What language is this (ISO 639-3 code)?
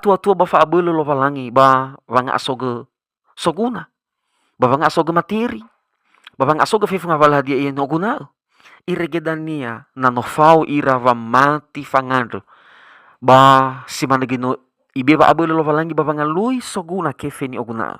nia